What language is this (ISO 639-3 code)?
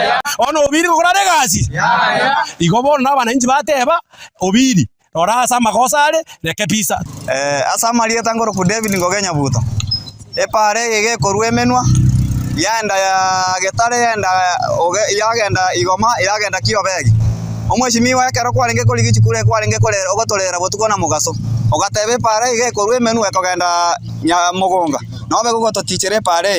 guz